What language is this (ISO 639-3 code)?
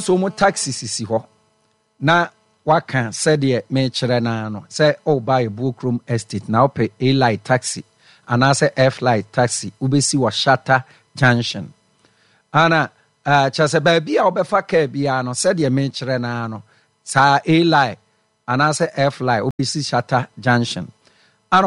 aka